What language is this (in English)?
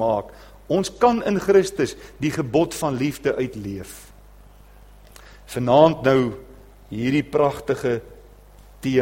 Afrikaans